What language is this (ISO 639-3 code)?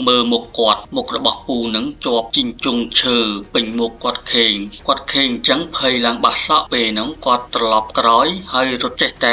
khm